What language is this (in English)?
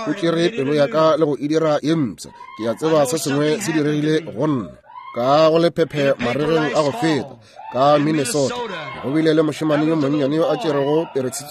Northern Sotho